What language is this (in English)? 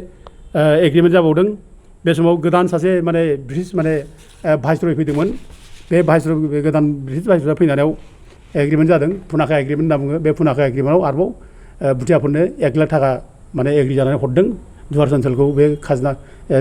Bodo